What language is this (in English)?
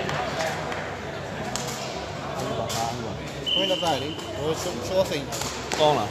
Burmese